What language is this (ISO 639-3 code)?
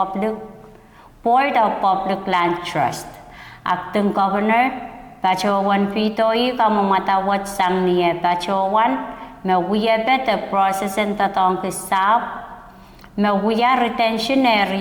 pon